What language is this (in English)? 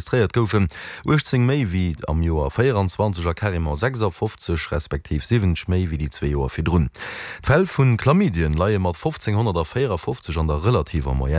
Luxembourgish